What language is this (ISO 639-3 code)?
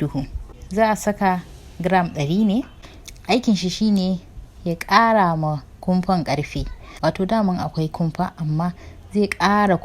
hau